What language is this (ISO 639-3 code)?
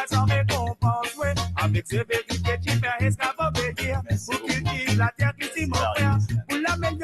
mfe